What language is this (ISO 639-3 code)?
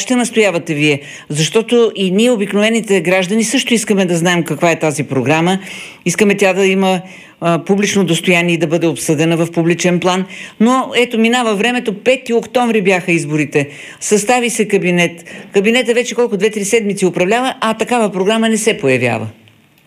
bul